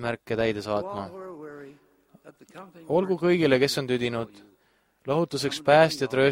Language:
Estonian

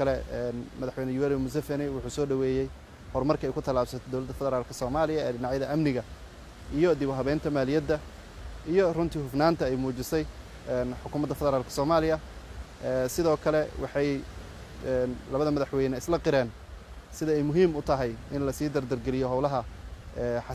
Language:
Somali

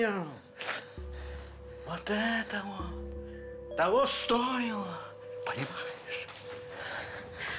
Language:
Russian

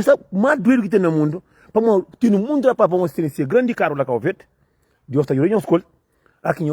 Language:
Kabuverdianu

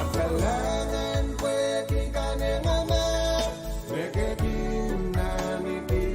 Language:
Pohnpeian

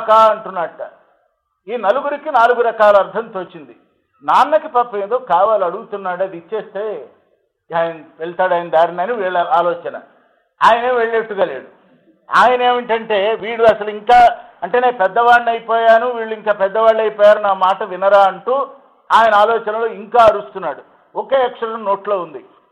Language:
Telugu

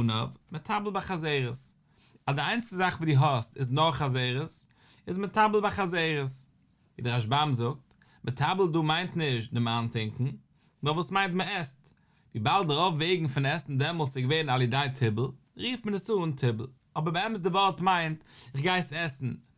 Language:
Yiddish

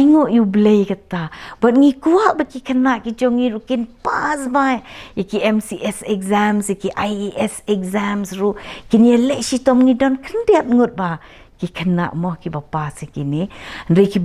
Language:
Khasi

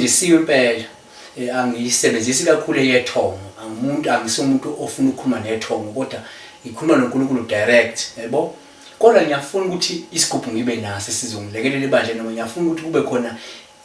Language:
Zulu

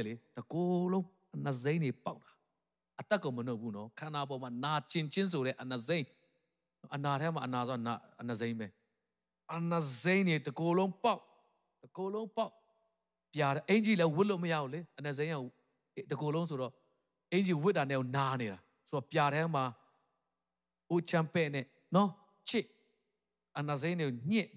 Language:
Burmese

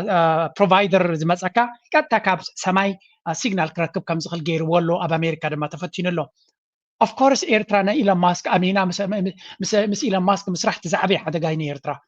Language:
Tigrinya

